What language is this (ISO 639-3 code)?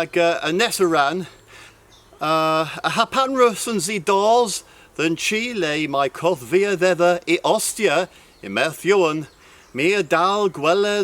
cor